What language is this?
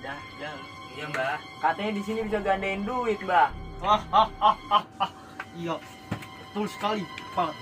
Betawi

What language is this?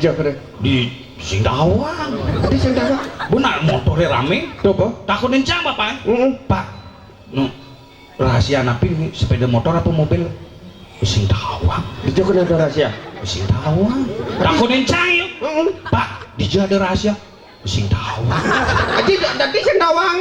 Balinese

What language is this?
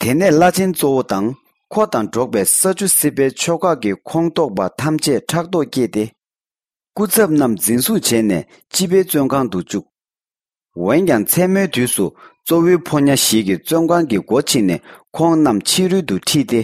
Tibetan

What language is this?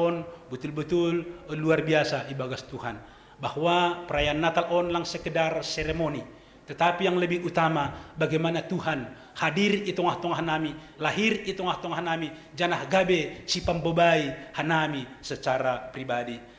Batak Simalungun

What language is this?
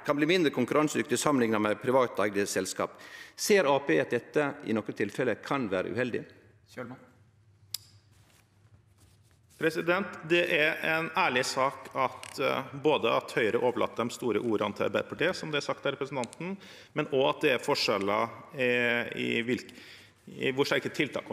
Norwegian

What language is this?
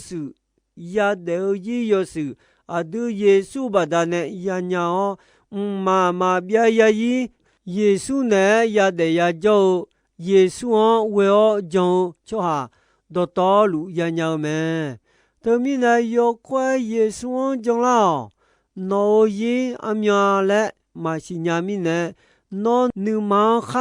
Akha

